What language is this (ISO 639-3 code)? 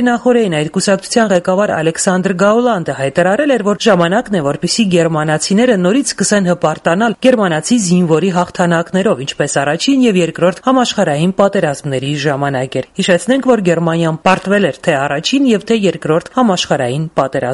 hye